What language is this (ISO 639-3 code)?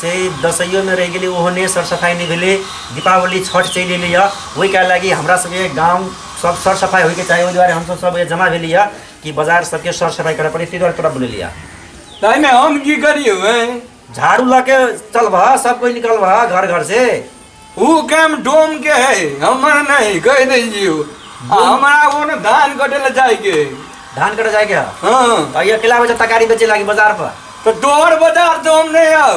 mai